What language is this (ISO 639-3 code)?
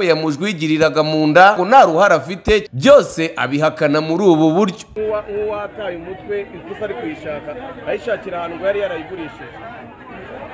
kin